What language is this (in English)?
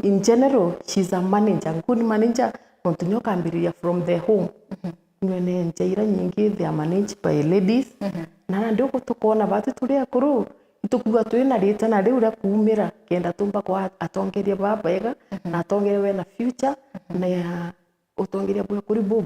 Meru